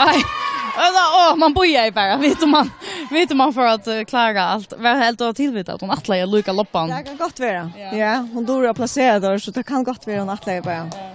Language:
Faroese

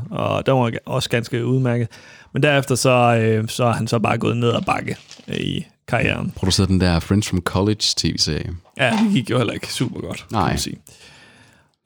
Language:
Danish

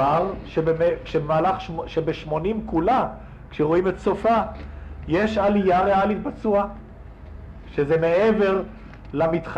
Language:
Hebrew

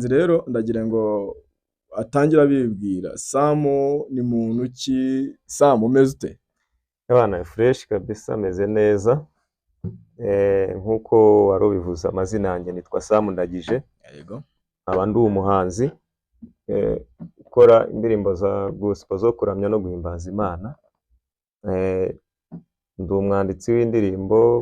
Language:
Kinyarwanda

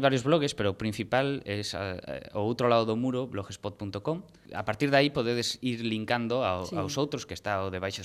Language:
Galician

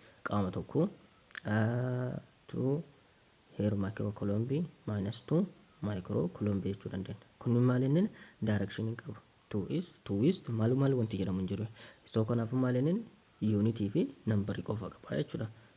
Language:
Oromo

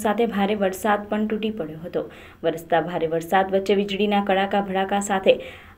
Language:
Gujarati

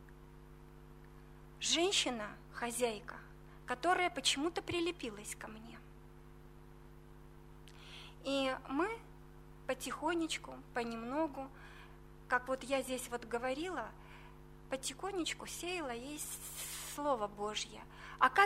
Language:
Russian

